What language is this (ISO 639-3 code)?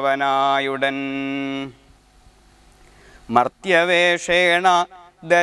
mal